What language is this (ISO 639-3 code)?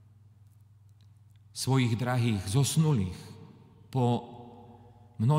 slk